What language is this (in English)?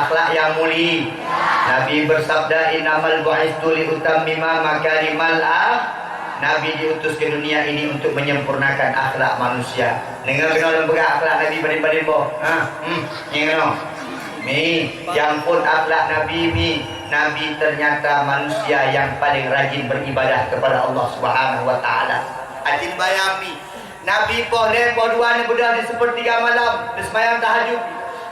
Achinese